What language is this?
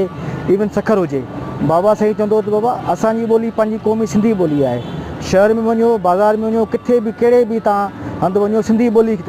Sindhi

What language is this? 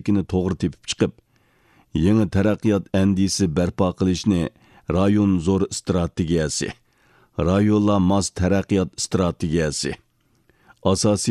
Uyghur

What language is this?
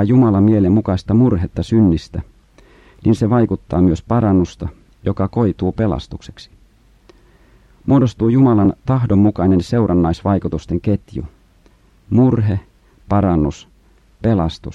Finnish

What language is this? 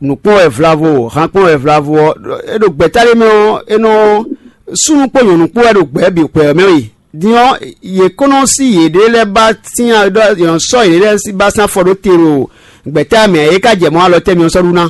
Fon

